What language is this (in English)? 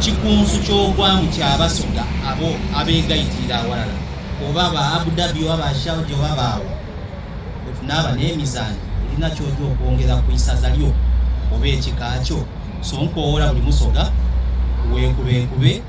Soga